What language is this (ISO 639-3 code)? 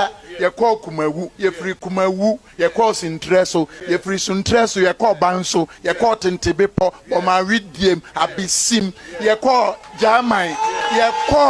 aka